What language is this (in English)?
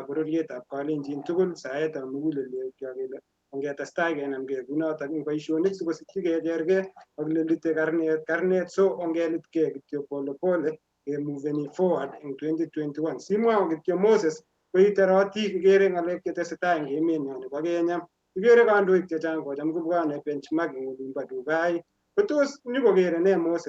Kalenjin